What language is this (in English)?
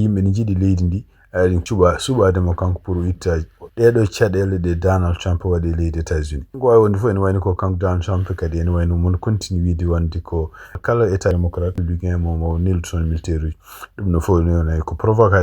Fula